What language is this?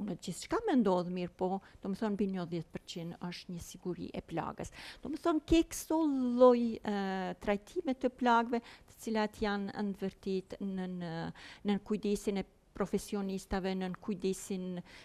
Albanian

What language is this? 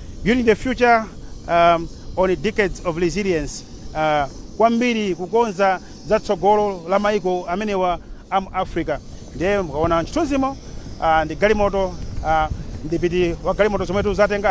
Nyanja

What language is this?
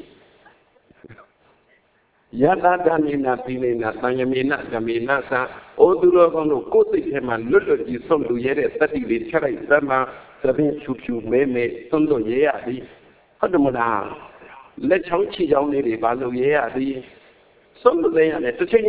Burmese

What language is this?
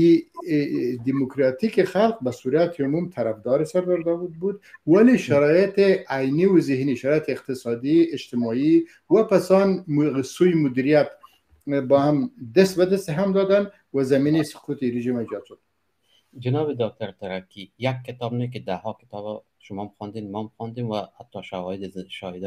Persian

